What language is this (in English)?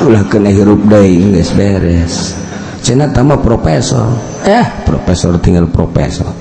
Sundanese